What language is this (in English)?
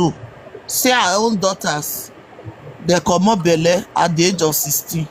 Nigerian Pidgin